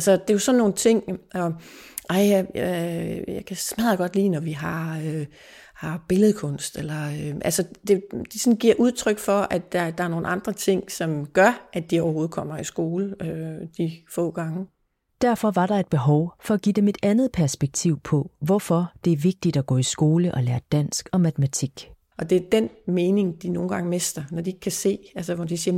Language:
Danish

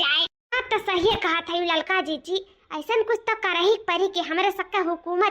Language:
Awadhi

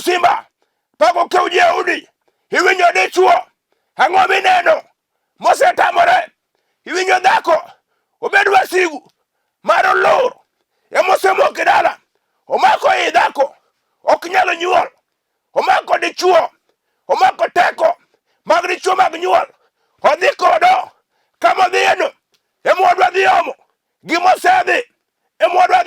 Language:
Luo (Kenya and Tanzania)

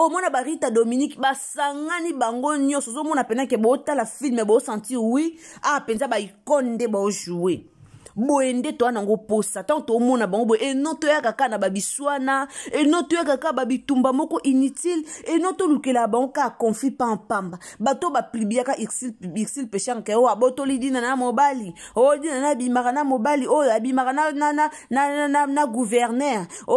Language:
Lingala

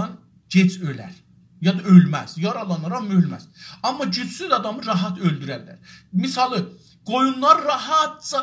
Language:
South Azerbaijani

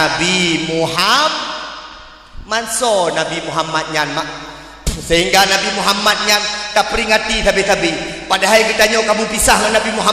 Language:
Achinese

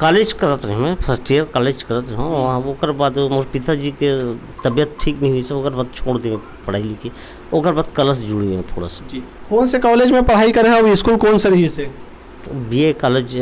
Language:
Chhattisgarhi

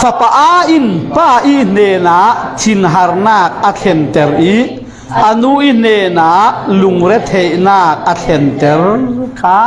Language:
Falam Chin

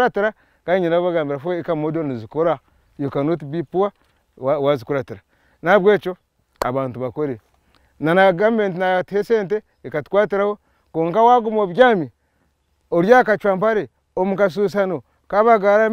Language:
Nyankole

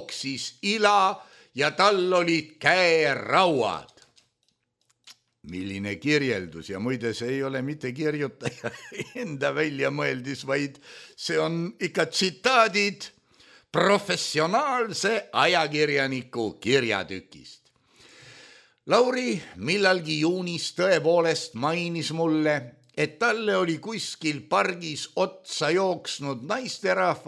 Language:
Estonian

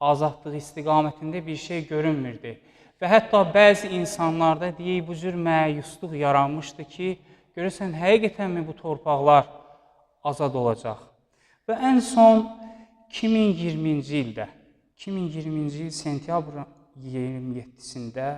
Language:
Azerbaijani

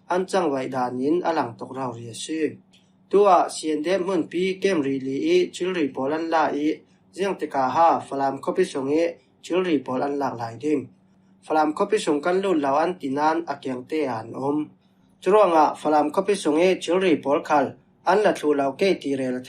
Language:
Falam Chin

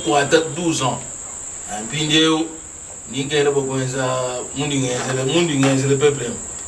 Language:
Luba-Lulua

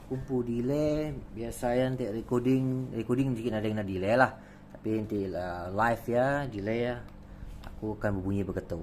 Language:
Iban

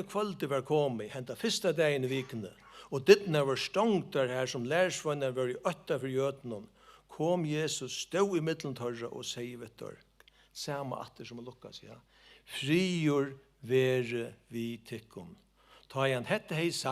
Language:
Faroese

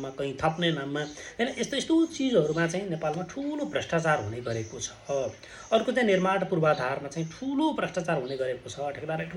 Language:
Nepali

